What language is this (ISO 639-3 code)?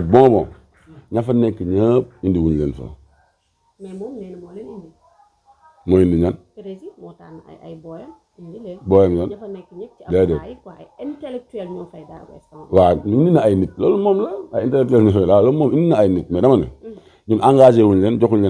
wol